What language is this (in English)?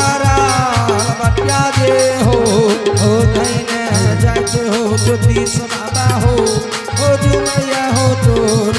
Maithili